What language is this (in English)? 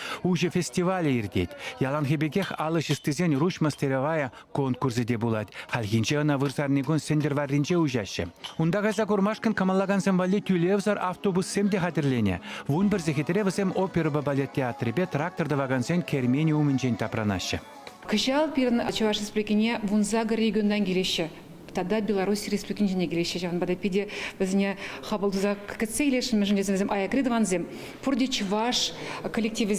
Chuvash